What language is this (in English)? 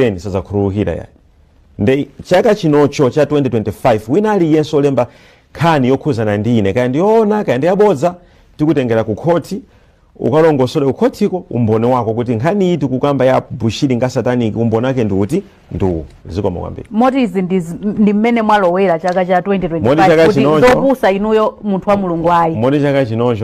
Nyanja